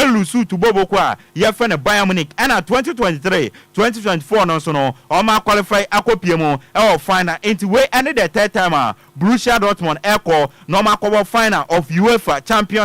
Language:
Akan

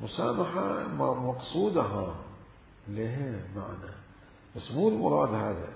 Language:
Mesopotamian Arabic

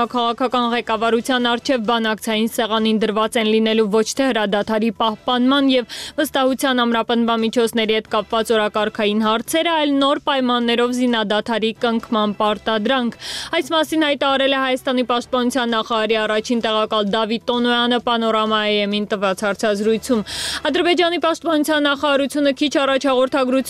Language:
Armenian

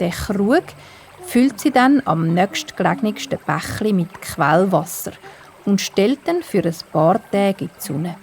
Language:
Swiss German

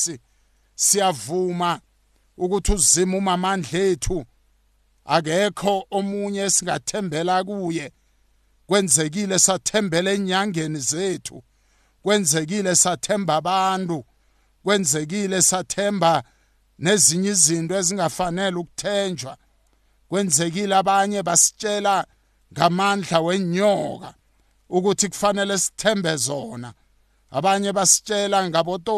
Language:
South Ndebele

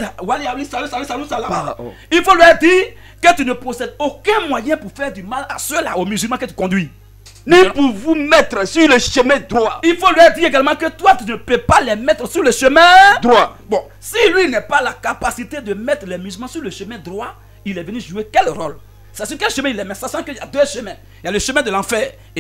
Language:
French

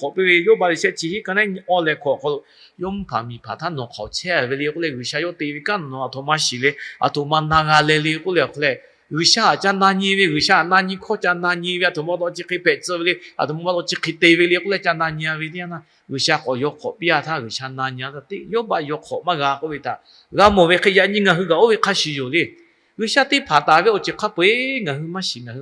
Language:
Lahu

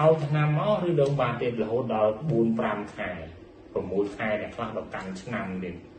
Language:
Khmer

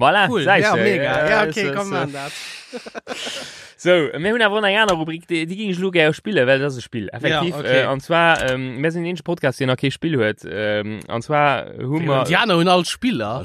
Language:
Luxembourgish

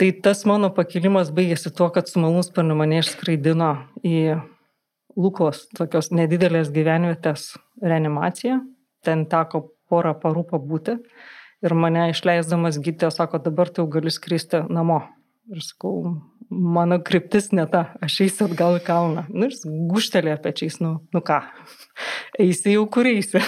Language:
Lithuanian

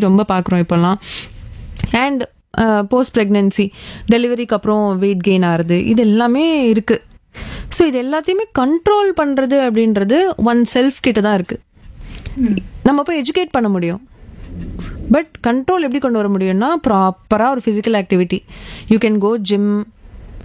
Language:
Tamil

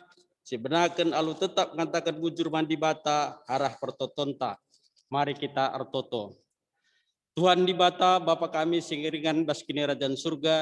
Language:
Batak Karo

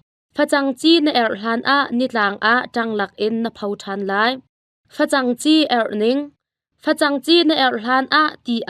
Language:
Hakha Chin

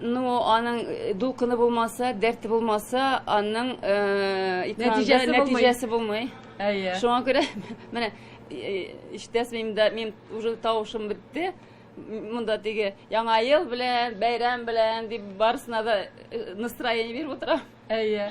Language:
Tatar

